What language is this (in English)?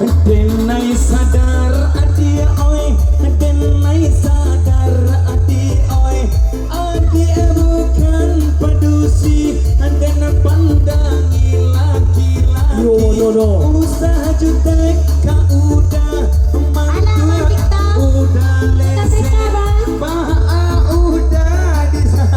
Minangkabau